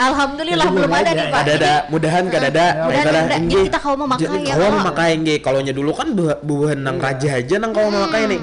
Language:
Banjar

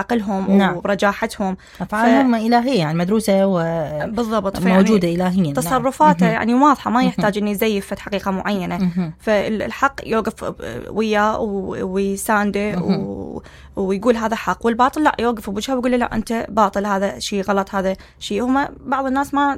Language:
Mesopotamian Arabic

